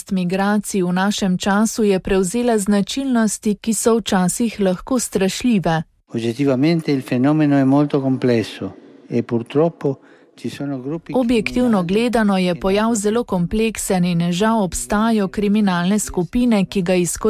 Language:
Slovenian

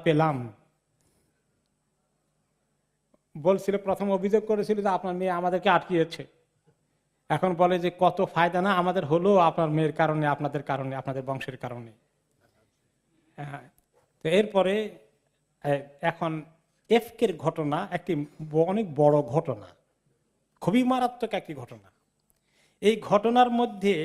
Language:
Bangla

